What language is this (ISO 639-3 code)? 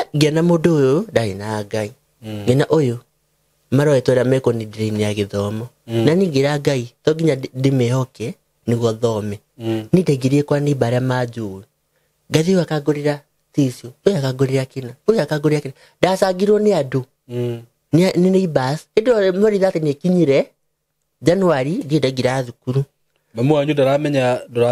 kik